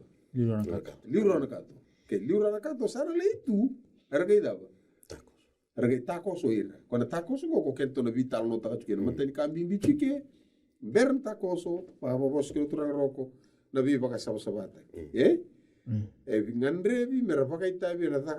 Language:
Fijian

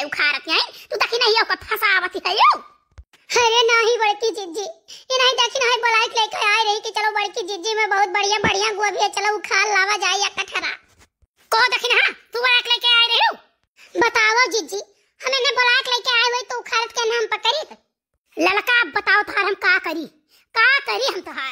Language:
Awadhi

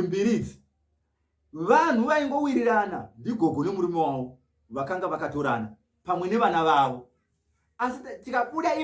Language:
Shona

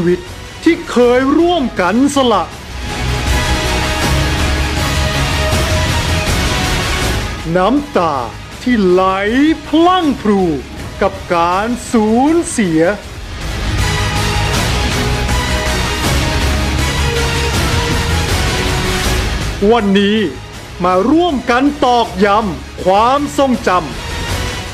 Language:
Thai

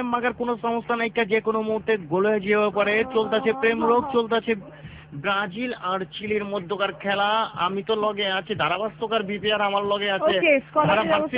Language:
Bangla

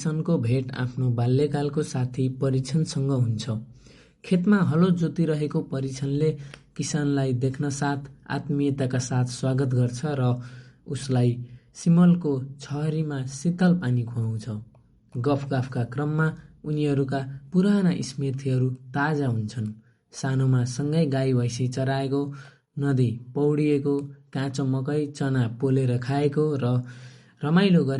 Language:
Nepali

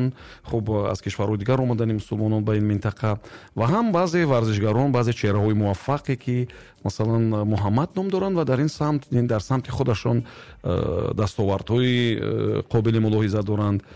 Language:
Tajik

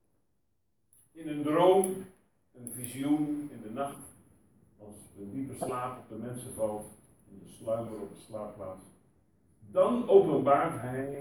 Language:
Dutch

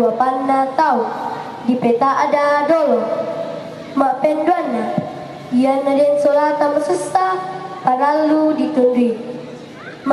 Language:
Toraja-Sa'dan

